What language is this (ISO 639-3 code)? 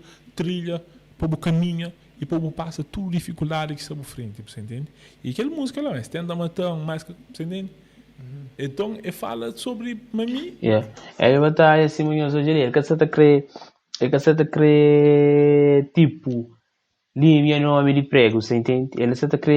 kea